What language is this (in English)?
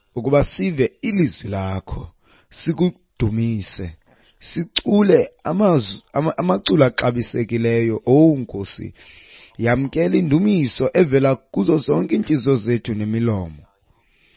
Xhosa